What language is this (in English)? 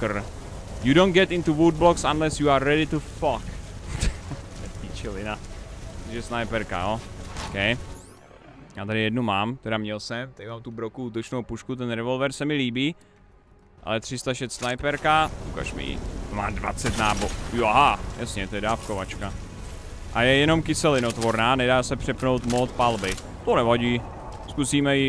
Czech